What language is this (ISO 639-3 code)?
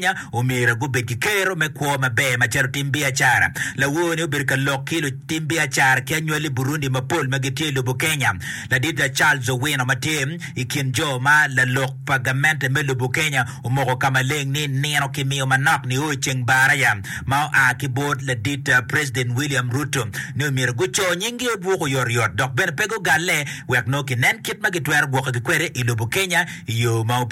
ach